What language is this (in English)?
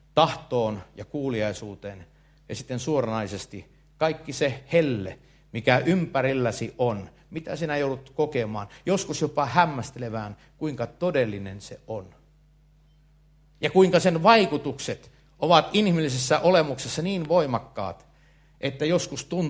Finnish